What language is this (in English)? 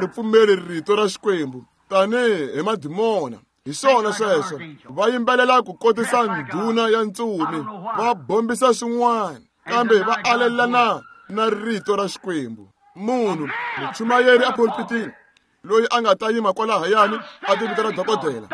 Tsonga